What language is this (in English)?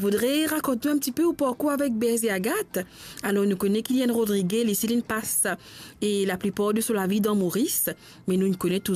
Morisyen